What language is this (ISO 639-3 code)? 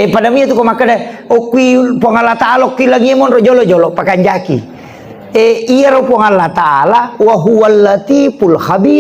bug